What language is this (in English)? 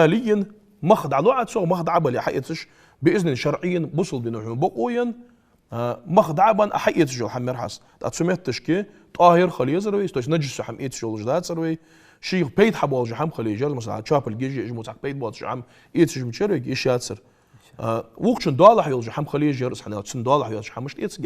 Ingush